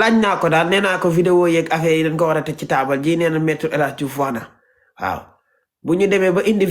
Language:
Wolof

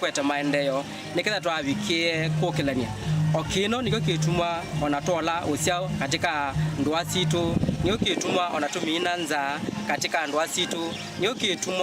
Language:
Kamba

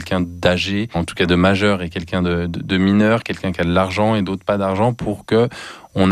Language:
French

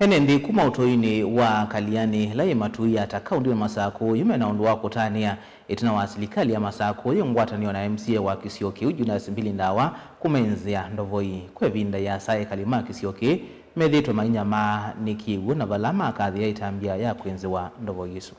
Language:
Kamba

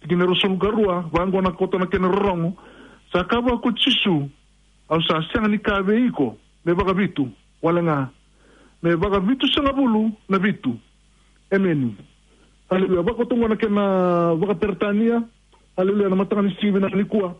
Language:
Fijian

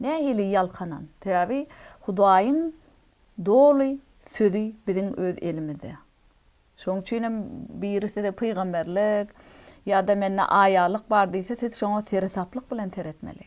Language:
Turkmen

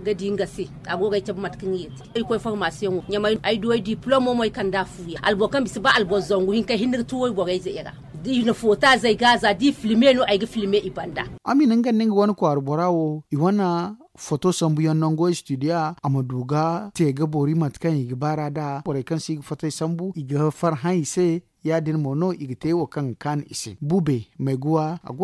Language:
Zarma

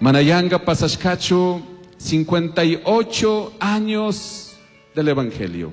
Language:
Chimborazo Highland Quichua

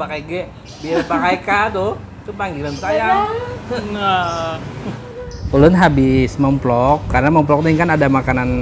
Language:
Banjar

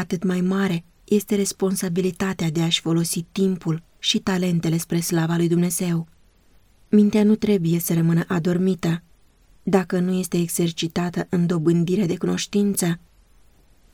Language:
Romanian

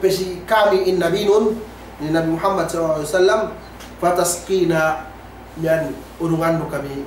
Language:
Yakan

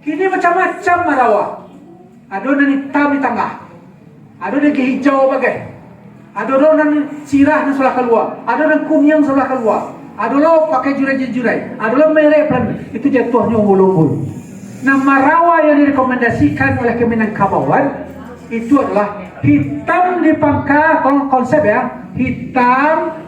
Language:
Minangkabau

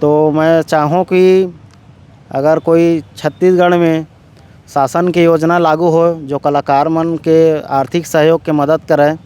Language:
Chhattisgarhi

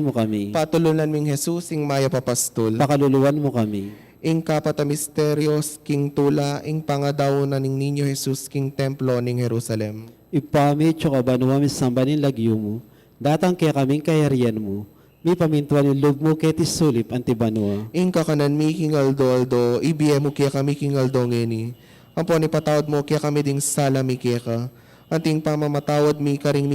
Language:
Pampanga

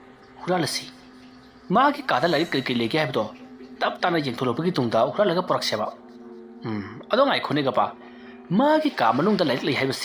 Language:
Manipuri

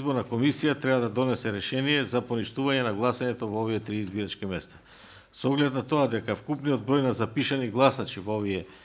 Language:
Macedonian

